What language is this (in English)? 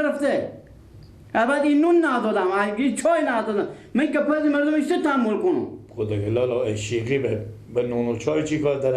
Persian